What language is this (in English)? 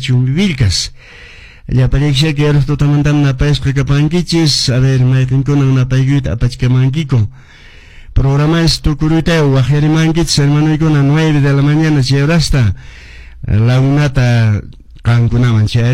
Quechua